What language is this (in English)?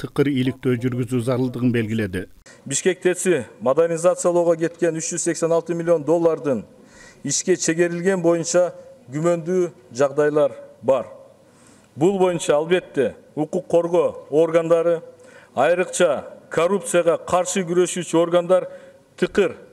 Kyrgyz